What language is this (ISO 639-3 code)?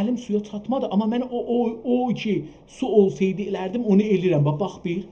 azb